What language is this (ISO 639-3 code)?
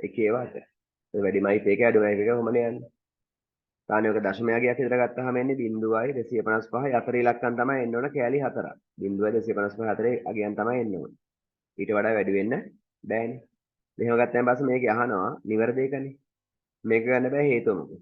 sin